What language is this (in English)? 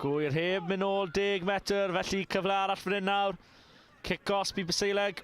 Welsh